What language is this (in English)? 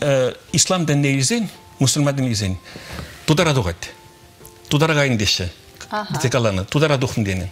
Chuvash